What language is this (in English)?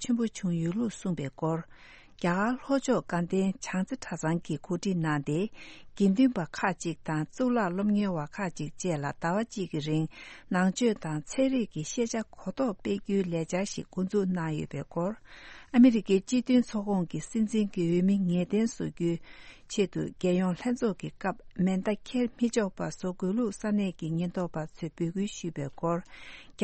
Tibetan